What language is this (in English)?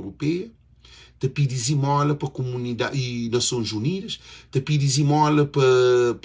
Kabuverdianu